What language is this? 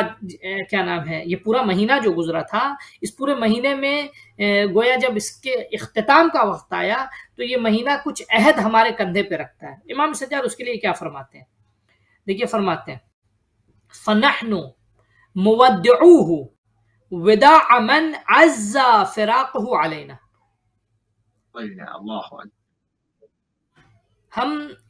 Urdu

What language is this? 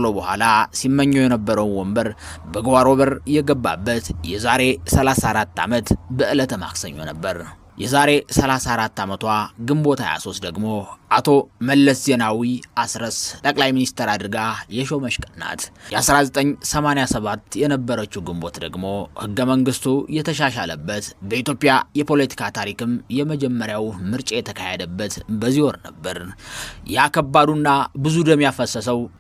Amharic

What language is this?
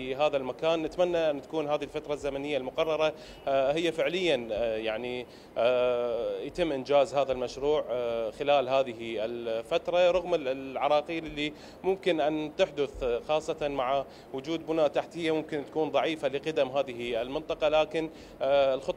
Mesopotamian Arabic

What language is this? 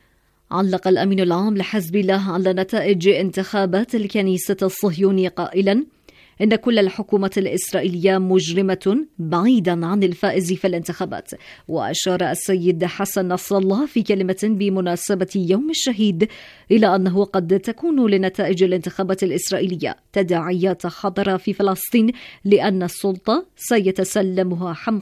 Arabic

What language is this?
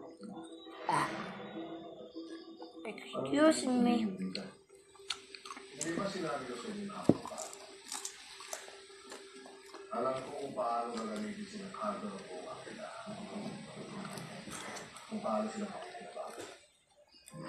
Filipino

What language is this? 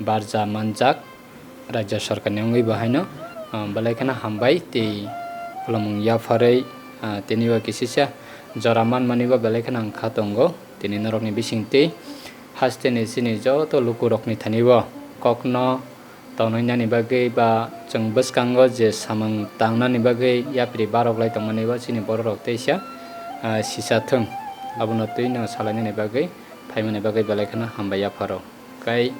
Kok Borok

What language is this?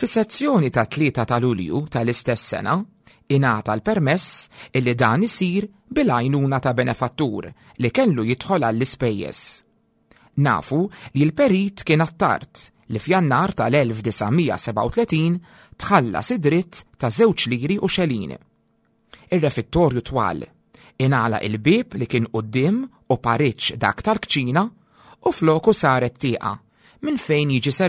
Maltese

